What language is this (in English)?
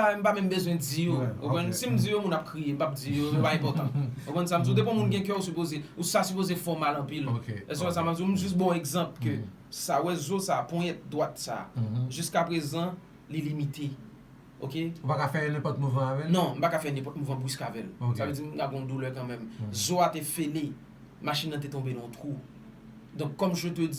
Haitian Creole